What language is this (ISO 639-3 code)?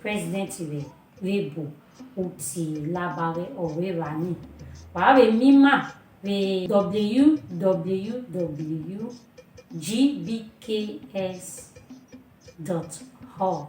bin